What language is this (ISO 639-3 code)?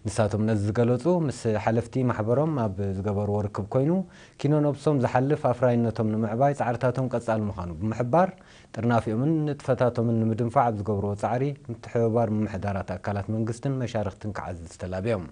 tir